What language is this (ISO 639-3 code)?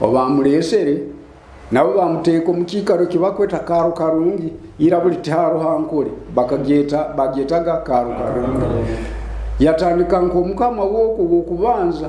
nyo